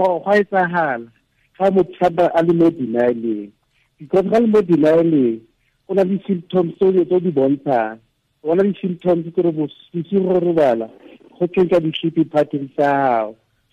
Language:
Tswana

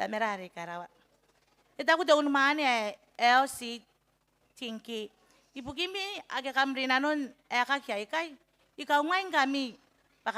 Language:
Gilbertese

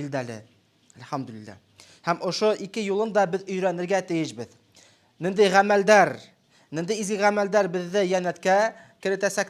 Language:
Bashkir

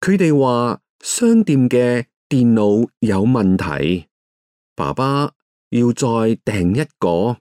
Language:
Cantonese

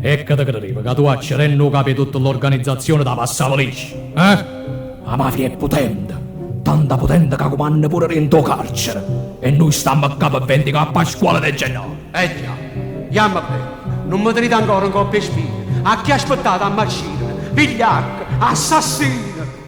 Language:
Neapolitan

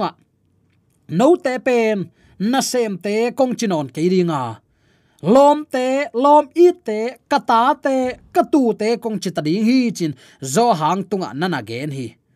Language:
Tedim Chin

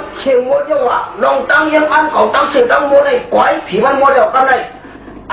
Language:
Shan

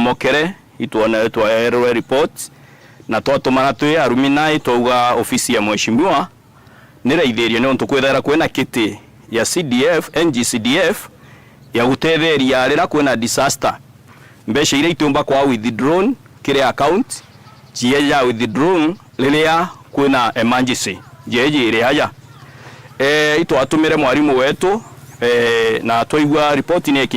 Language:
Meru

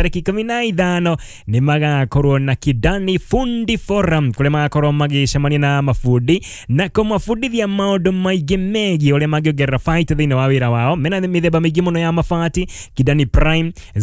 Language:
Kikuyu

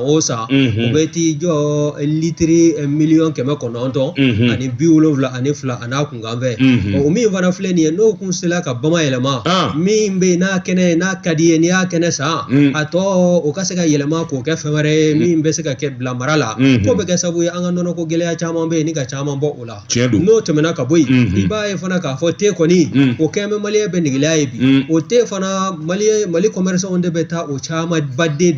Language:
Bambara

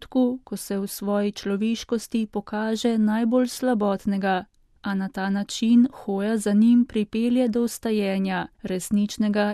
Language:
Slovenian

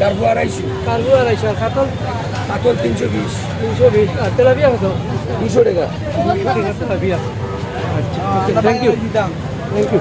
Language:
Sylheti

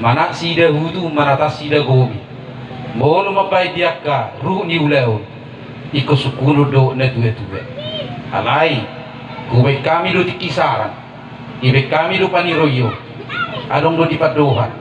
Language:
Batak Toba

